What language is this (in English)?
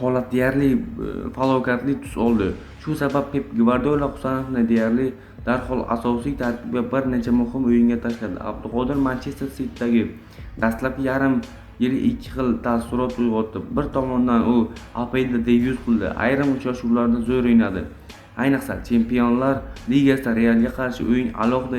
Uzbek